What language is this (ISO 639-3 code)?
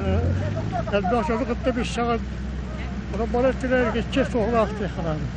sah